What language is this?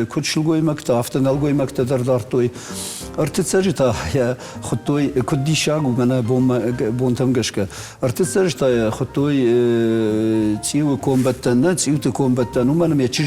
Ossetic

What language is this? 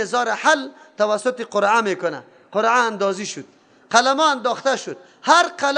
Persian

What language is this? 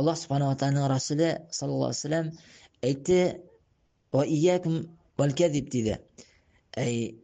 Tatar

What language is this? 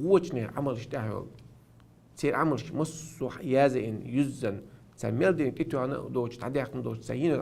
Chechen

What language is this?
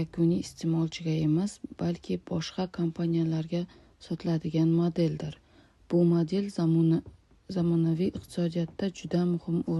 Uzbek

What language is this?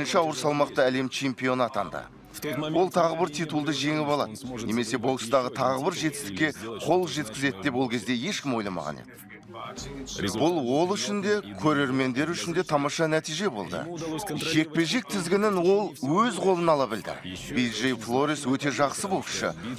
Kazakh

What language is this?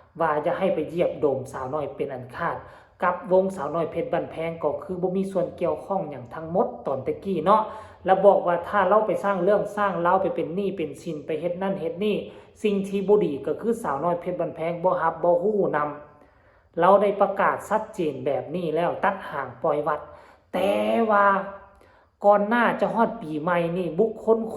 Northeastern Thai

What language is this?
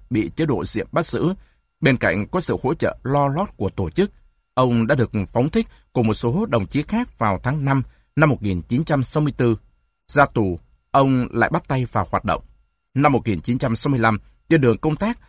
Vietnamese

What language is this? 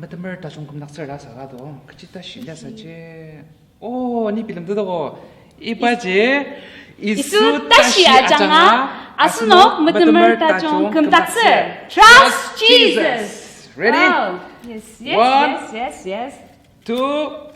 Ao Naga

